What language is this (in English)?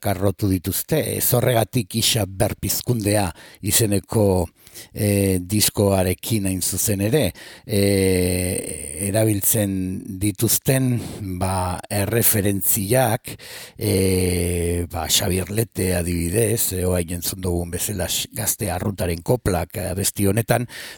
Basque